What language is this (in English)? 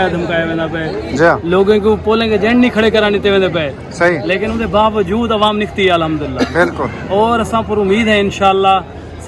Saraiki